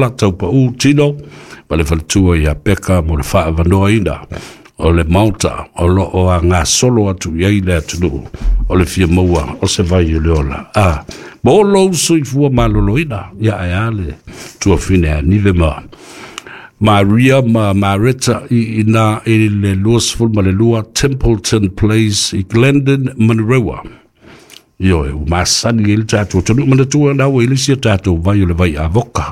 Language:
Samoan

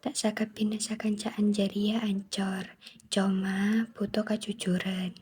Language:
Madurese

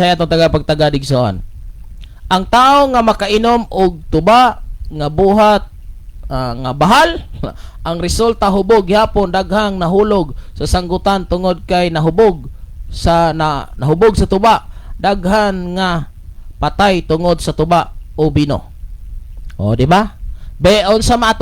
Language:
Cebuano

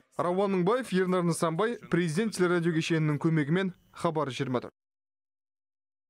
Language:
Kazakh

